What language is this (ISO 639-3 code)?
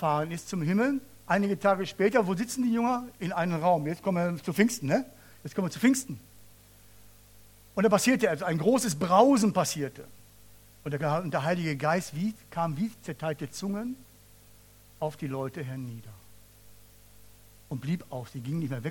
deu